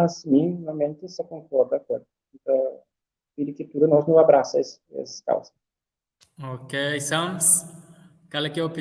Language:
Kabuverdianu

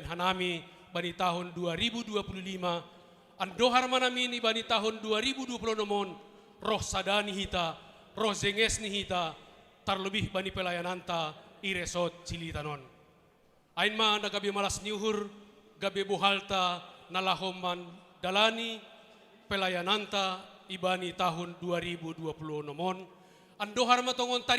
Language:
Batak Simalungun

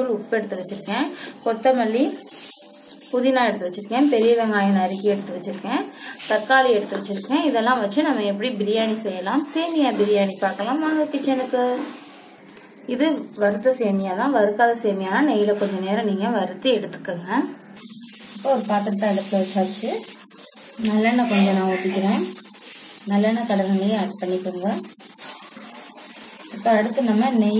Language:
Tamil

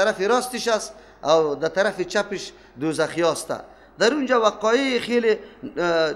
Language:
Persian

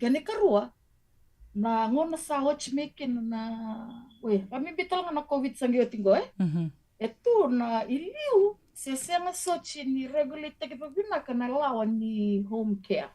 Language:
Fijian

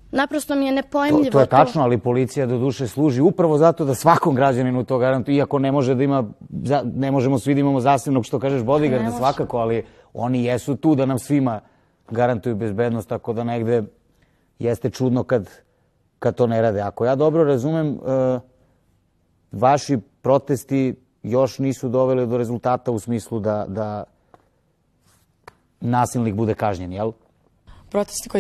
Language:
Serbian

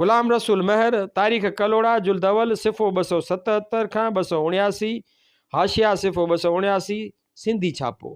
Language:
Sindhi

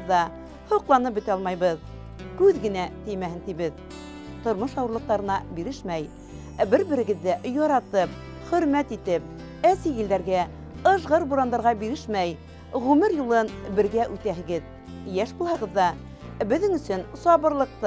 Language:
Bashkir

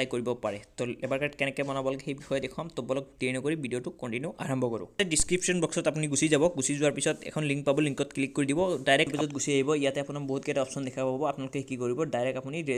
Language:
Assamese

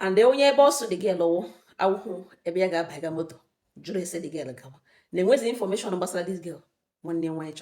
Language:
Igbo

